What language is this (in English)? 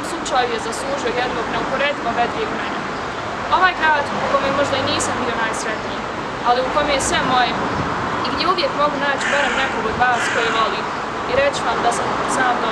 Bosnian